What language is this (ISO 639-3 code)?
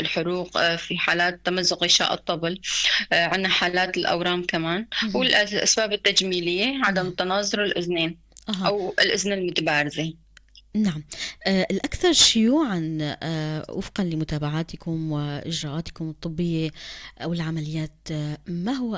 apc